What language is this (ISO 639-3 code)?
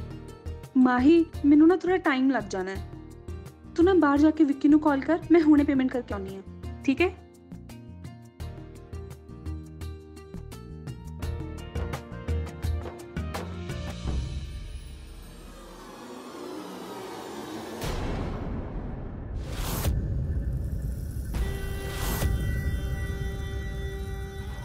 pan